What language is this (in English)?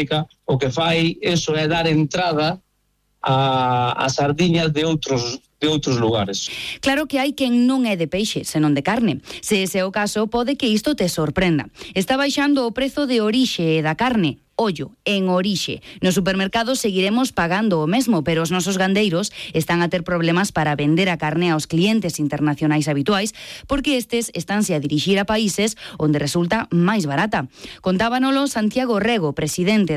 Galician